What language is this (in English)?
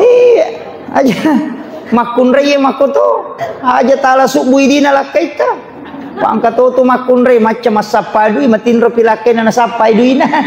Buginese